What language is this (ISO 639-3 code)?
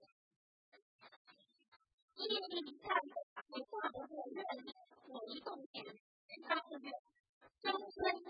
zho